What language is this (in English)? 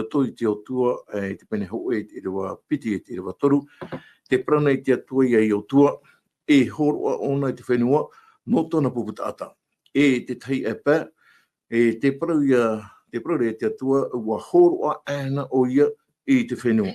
Tahitian